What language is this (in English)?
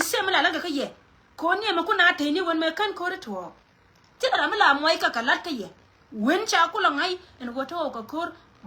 Nuer